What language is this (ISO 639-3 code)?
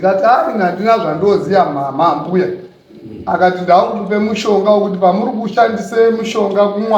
sna